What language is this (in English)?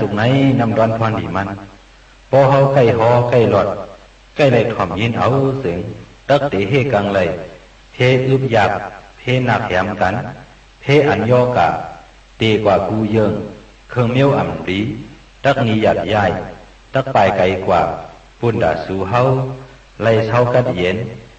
Shan